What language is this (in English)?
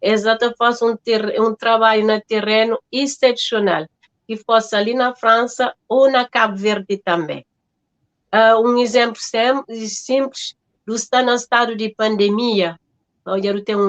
Kabuverdianu